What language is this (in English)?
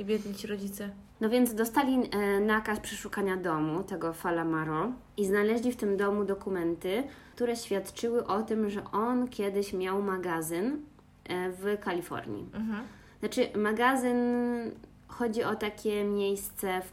Polish